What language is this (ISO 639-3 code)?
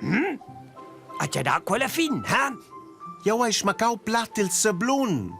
roh